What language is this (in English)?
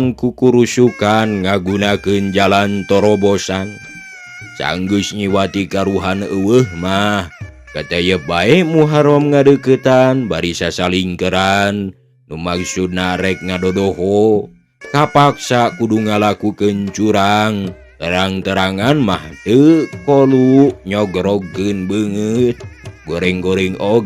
Sundanese